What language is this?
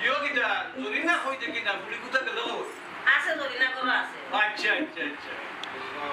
Sylheti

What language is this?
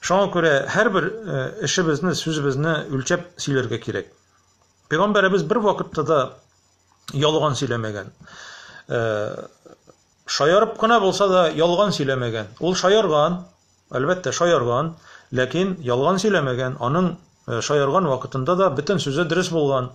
Tatar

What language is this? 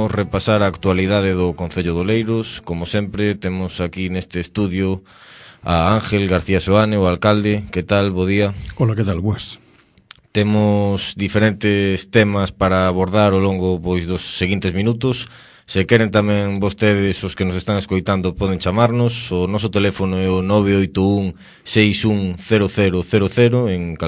Galician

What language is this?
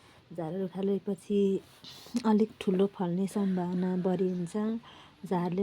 Nepali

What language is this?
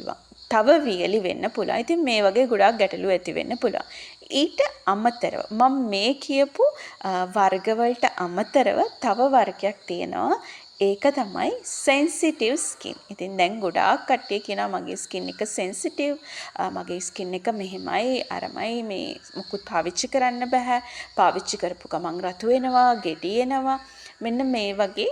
Sinhala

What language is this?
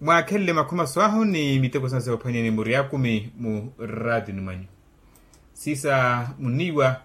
Makhuwa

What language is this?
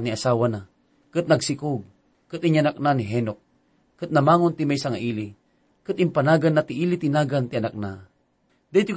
Iloko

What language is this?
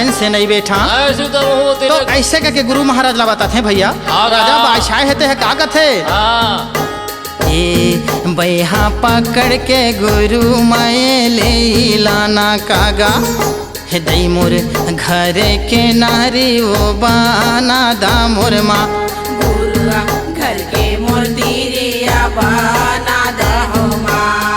Chhattisgarhi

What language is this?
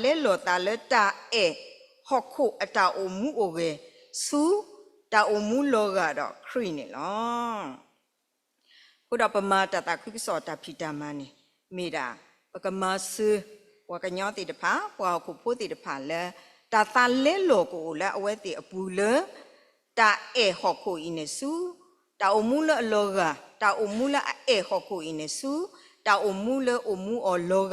S'gaw Karen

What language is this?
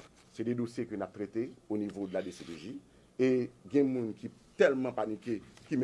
Haitian Creole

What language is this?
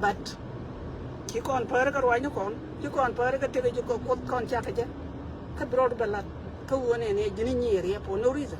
Nuer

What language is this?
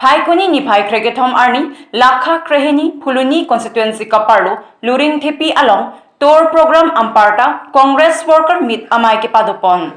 Karbi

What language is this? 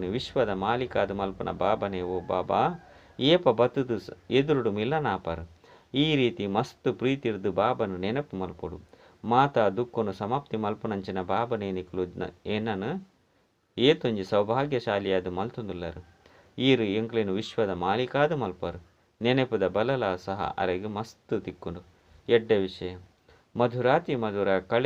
Tulu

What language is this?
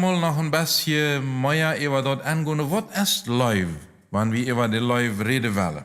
Plautdietsch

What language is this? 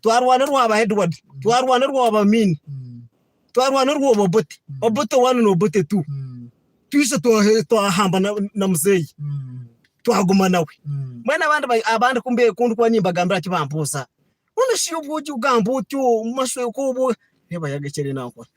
Nyankole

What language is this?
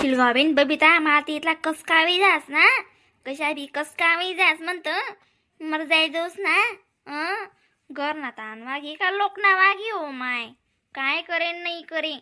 Khandesi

